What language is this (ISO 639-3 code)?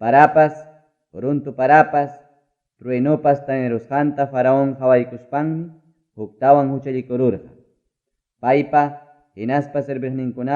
quy